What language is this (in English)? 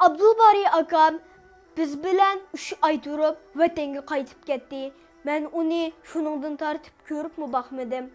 Uyghur